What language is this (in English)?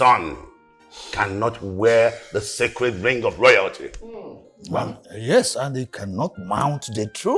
Nigerian Pidgin